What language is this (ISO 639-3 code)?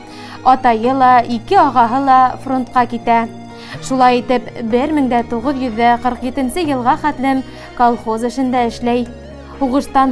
bak